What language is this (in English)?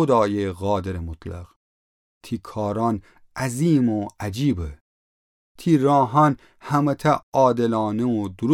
Gilaki